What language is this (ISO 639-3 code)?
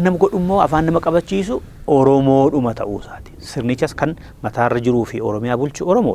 orm